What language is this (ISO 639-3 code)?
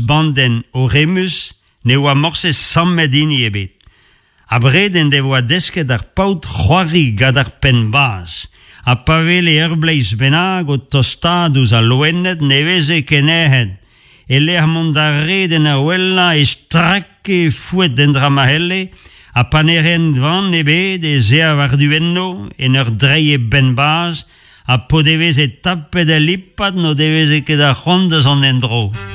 bre